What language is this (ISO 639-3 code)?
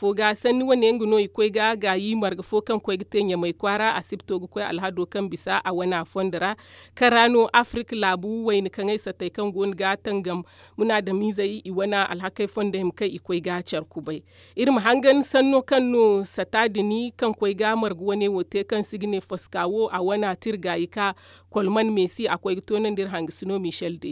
dje